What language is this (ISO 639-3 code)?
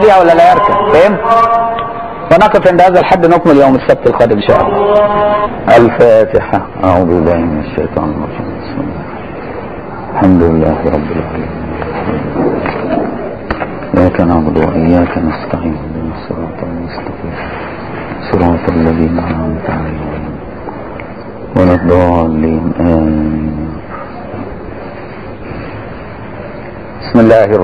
ara